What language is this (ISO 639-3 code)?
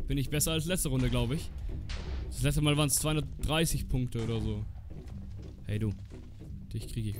deu